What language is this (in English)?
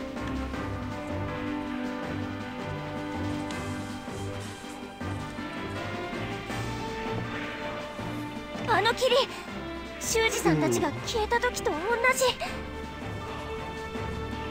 Japanese